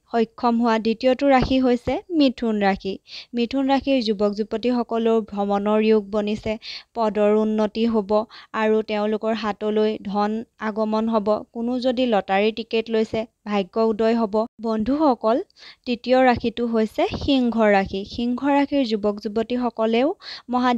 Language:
Assamese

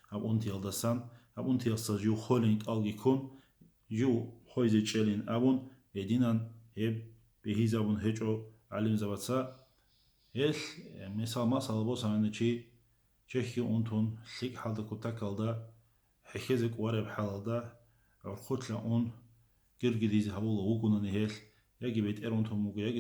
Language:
Avaric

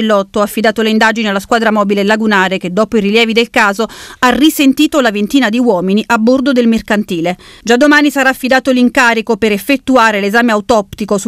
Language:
Italian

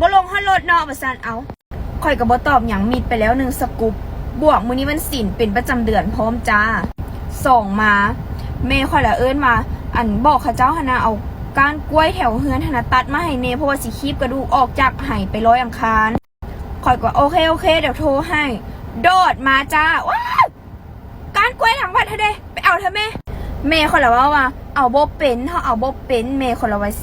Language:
Lao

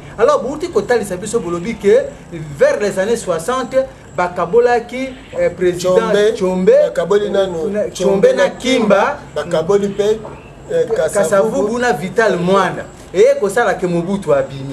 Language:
Lingala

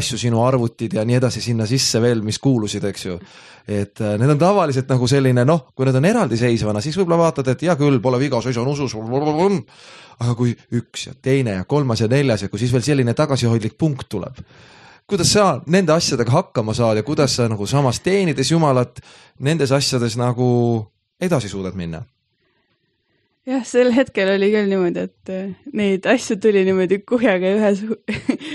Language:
Estonian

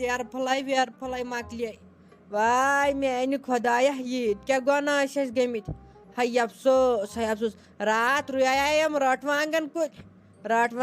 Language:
Kashmiri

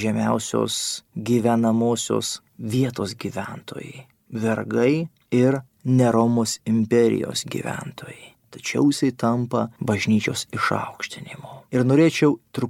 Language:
Lithuanian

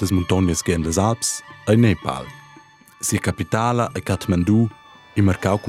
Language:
Romansh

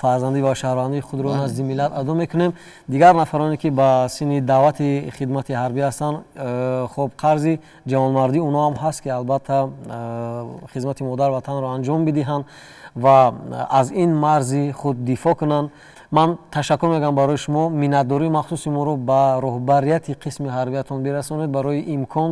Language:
Tajik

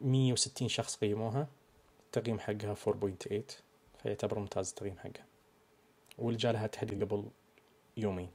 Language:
Najdi Arabic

